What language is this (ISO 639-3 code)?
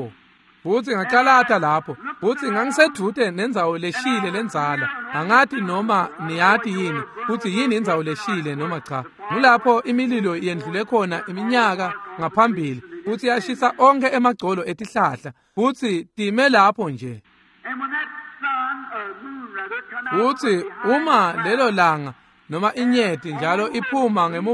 ssw